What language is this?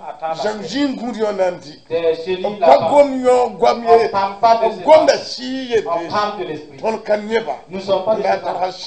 Mossi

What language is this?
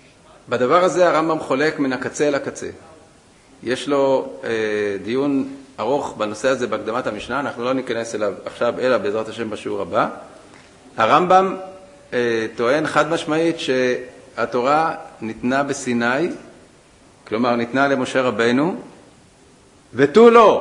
Hebrew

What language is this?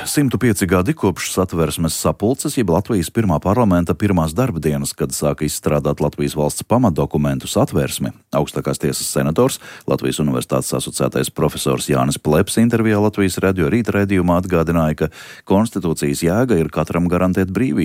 Latvian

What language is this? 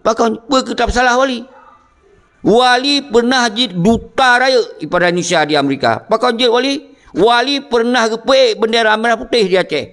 Achinese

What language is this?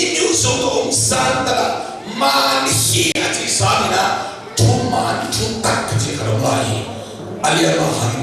Tedim Chin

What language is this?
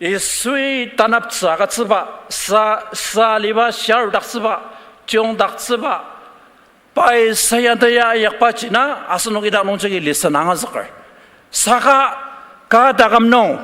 Ao Naga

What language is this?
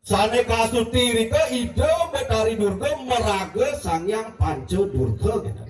Balinese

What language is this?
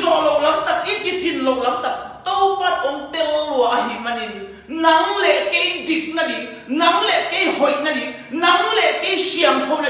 Tedim Chin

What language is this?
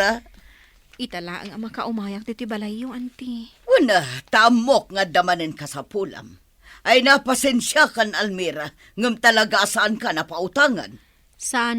Iloko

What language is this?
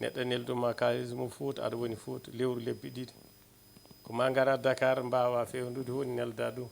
Fula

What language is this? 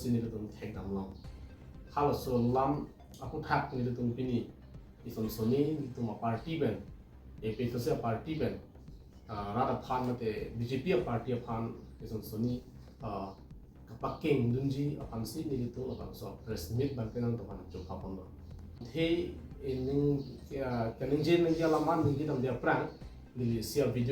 Karbi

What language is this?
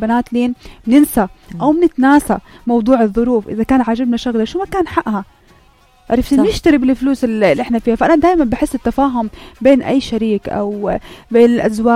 North Levantine Arabic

